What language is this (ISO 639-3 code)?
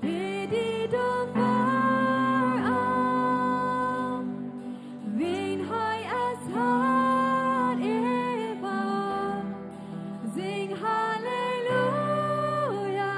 pdt